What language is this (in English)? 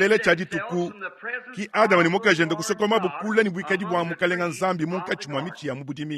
Luba-Lulua